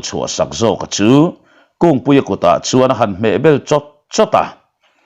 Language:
Mizo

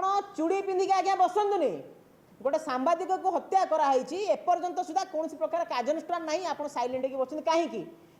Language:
Odia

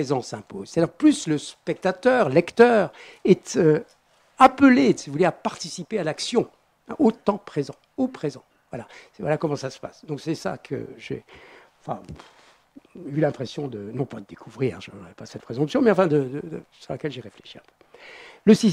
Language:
French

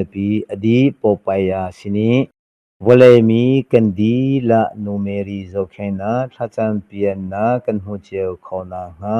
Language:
Hakha Chin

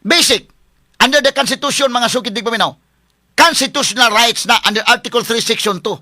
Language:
Cebuano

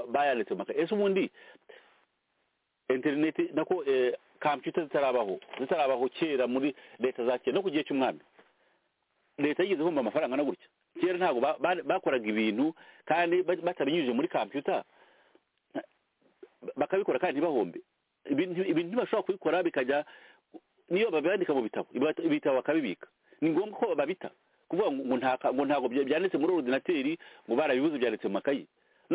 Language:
Kinyarwanda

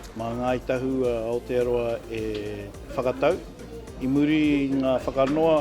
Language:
Māori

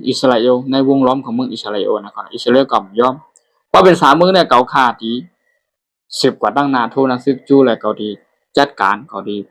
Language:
Shan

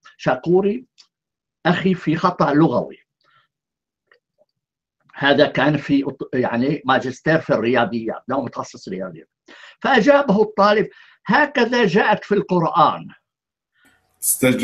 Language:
Arabic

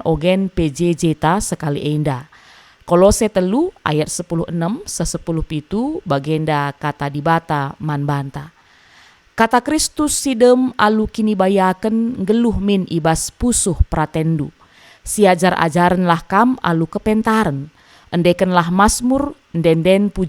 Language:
Batak Karo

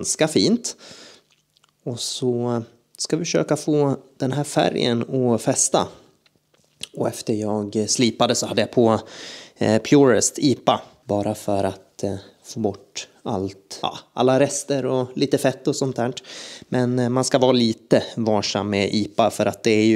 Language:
Swedish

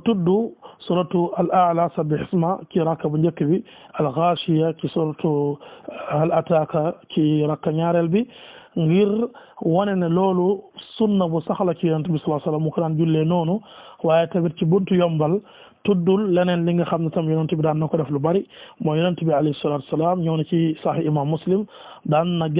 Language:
Wolof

